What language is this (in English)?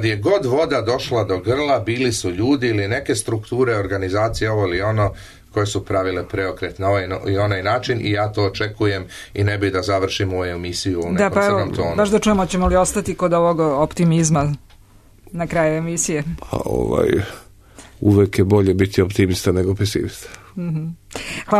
Serbian